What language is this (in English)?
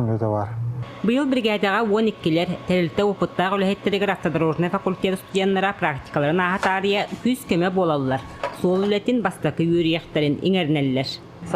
Yakut